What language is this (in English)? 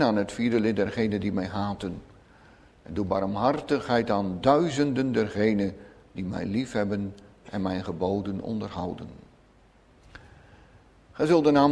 Dutch